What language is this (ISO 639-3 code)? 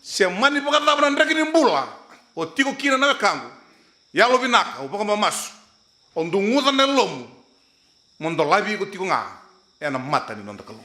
fij